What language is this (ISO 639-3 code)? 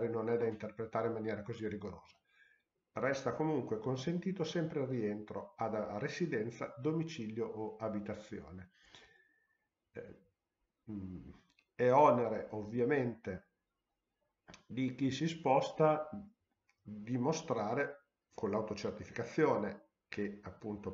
ita